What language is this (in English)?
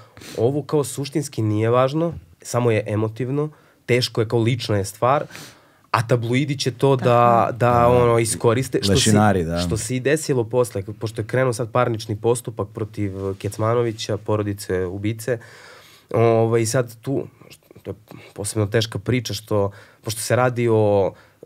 Serbian